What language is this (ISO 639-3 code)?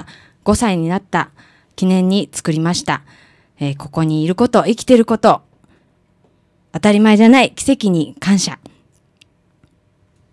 jpn